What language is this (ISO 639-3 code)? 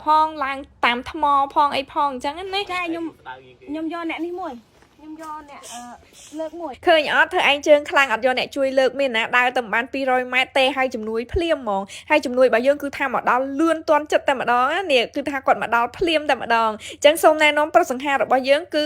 khm